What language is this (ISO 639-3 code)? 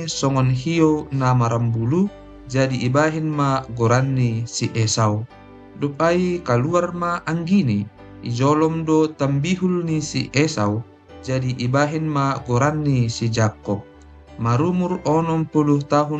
bts